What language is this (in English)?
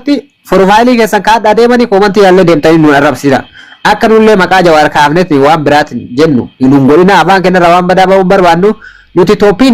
Oromo